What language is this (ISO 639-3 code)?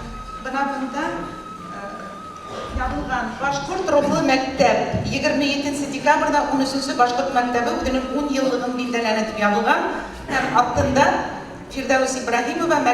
bak